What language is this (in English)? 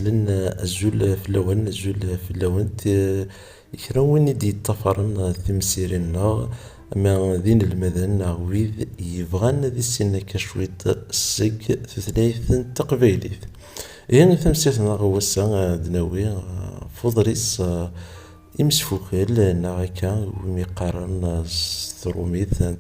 Kabyle